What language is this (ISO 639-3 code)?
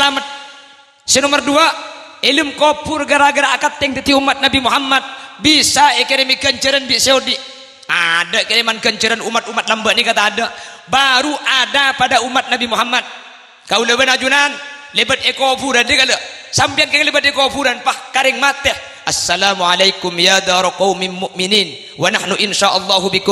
mad